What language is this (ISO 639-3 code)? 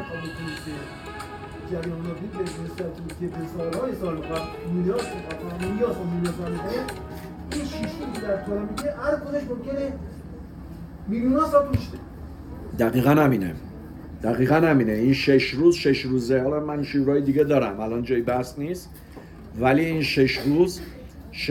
fas